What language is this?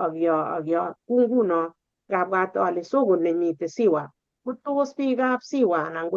Kalenjin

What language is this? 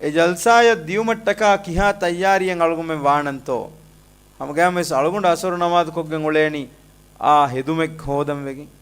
Divehi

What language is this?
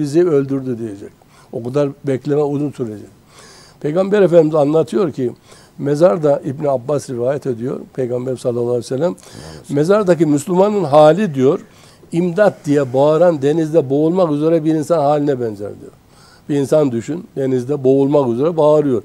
Turkish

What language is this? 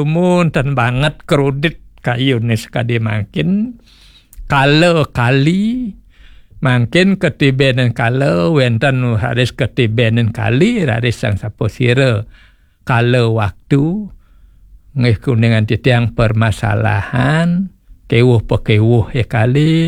Balinese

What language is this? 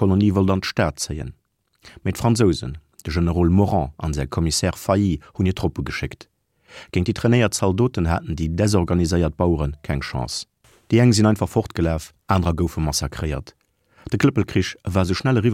Luxembourgish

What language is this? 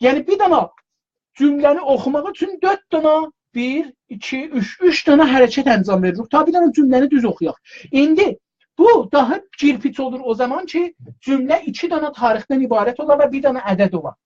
South Azerbaijani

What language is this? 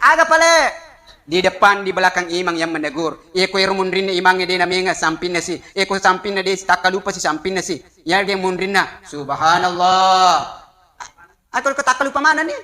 Buginese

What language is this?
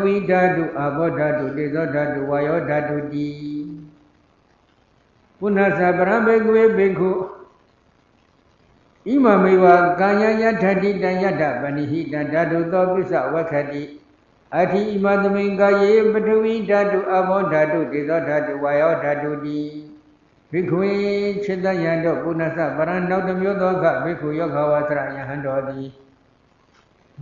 Burmese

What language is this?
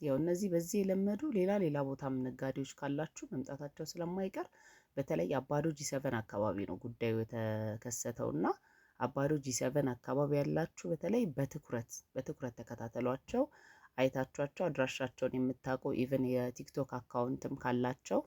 Amharic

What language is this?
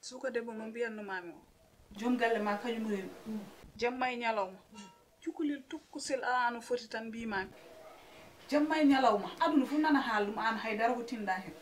Fula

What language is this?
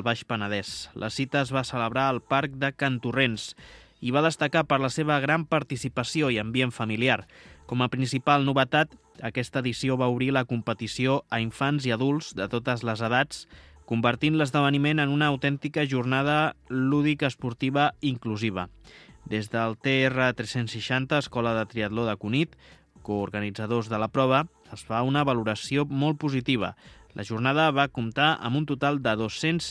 Catalan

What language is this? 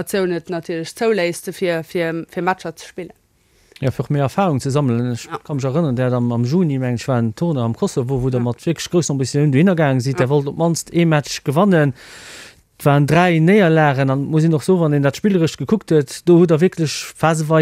Luxembourgish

